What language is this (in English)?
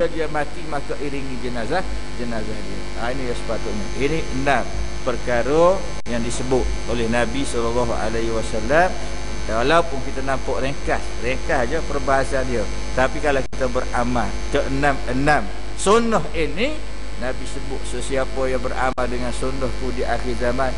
Malay